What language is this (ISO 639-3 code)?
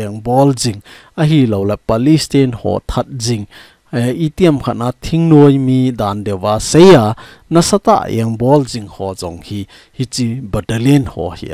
tcz